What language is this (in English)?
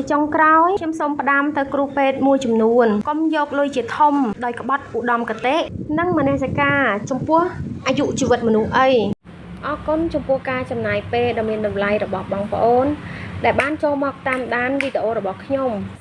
Khmer